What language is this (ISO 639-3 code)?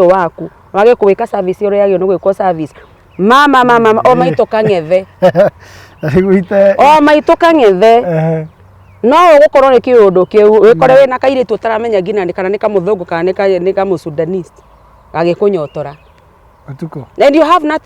kik